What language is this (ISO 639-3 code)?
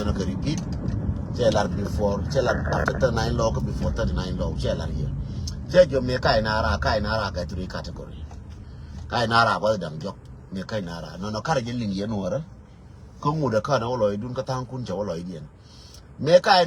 nus